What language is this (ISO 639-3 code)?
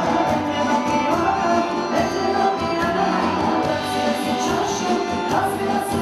hrv